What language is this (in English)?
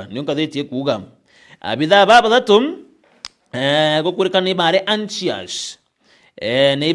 Meru